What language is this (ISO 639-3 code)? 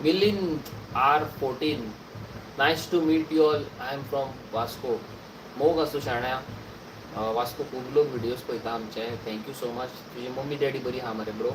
kok